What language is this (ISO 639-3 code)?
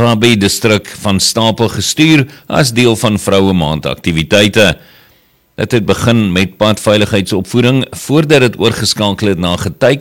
afr